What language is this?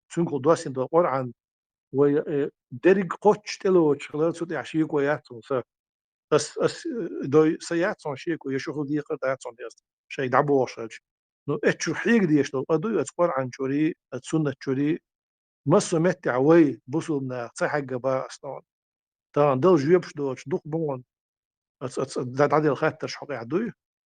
Chechen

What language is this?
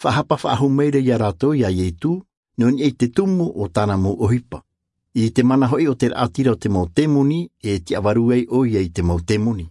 Tahitian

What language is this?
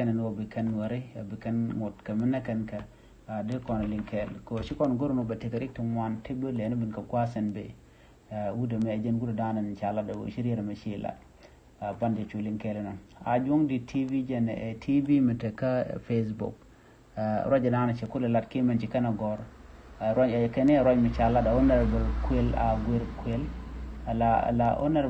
Nuer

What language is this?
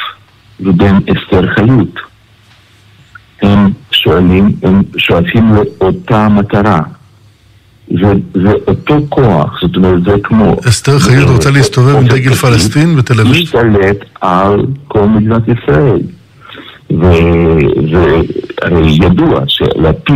Hebrew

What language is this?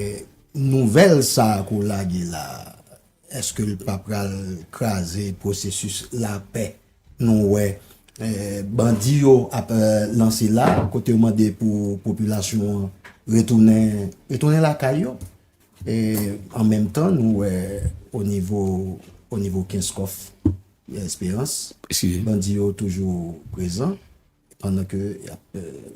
Haitian Creole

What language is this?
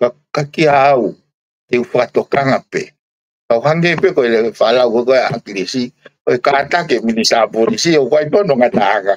Tongan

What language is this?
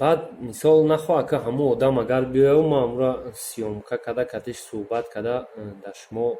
Tajik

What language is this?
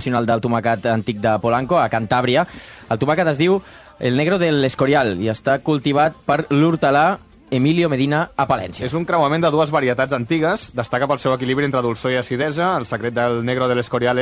Catalan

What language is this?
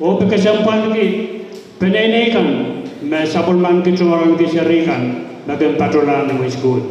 Pohnpeian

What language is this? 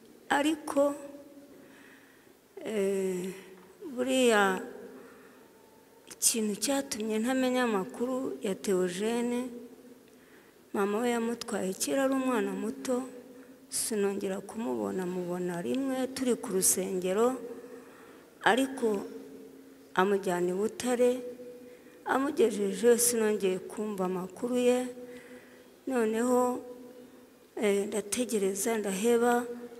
Kinyarwanda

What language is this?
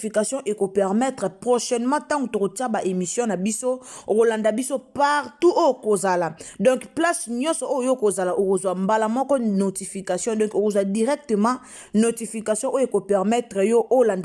Lingala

